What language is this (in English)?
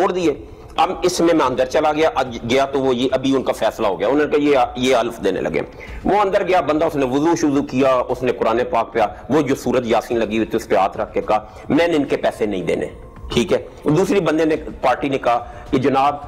Urdu